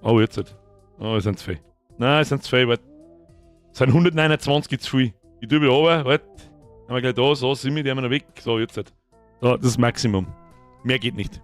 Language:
Bavarian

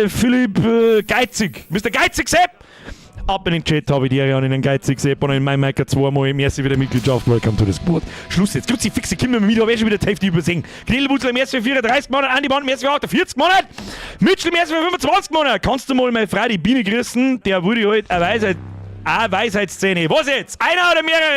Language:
Bavarian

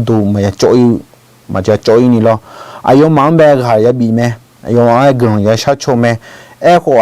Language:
Akha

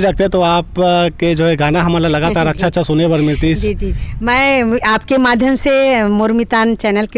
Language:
Chhattisgarhi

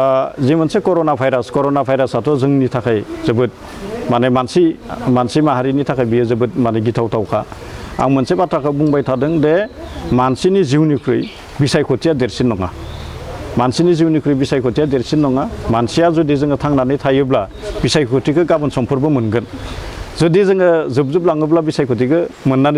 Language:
Bodo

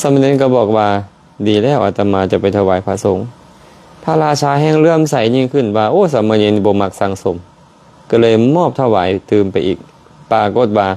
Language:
Lao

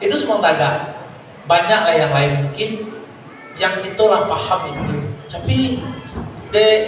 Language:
Minangkabau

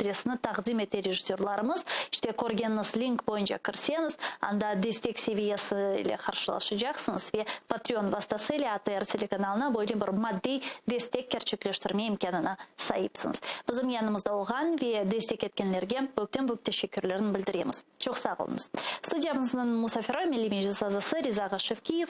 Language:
Crimean Tatar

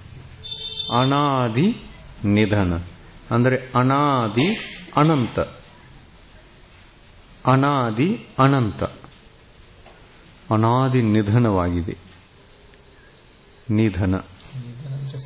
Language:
Kannada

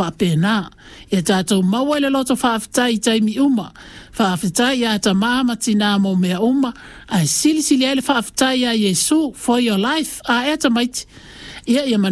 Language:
Samoan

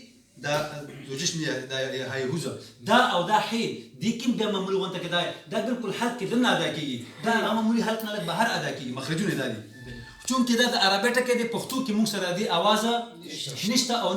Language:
Pashto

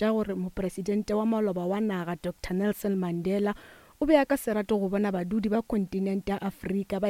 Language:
Northern Sotho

